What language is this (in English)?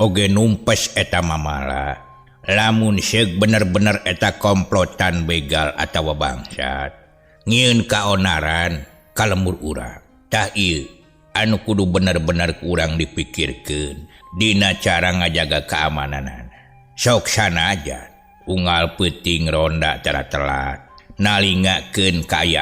Sundanese